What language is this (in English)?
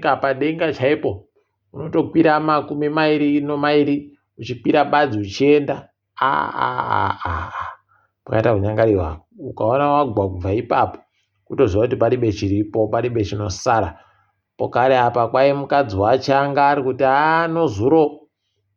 Ndau